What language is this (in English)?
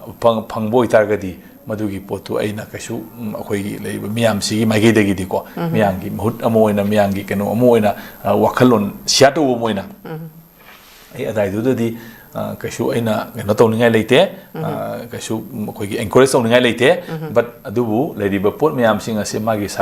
Manipuri